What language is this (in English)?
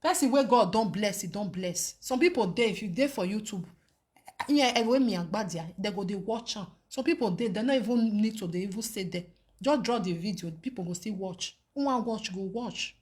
Nigerian Pidgin